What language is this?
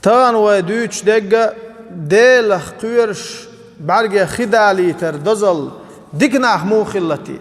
Chechen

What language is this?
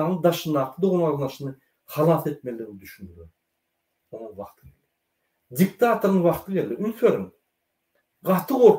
Turkmen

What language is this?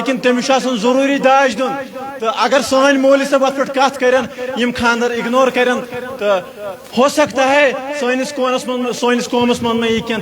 Kashmiri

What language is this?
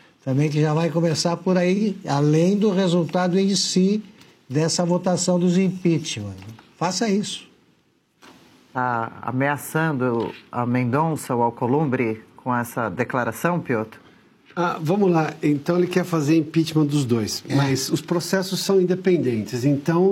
Portuguese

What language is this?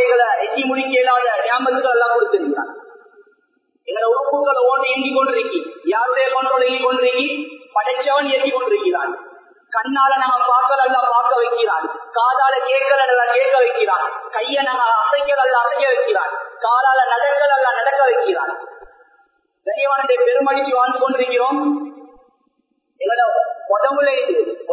Tamil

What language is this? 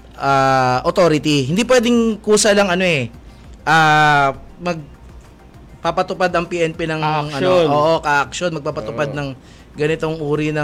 Filipino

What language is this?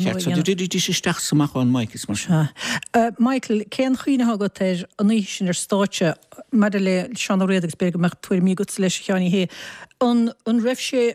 Irish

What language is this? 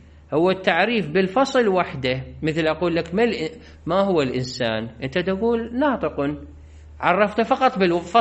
Mesopotamian Arabic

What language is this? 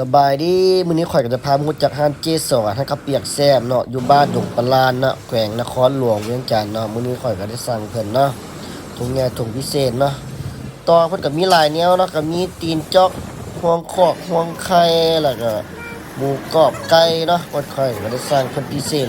Lao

